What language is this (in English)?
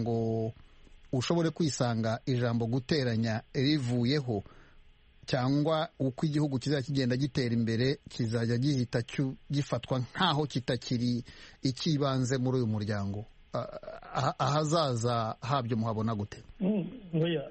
Kinyarwanda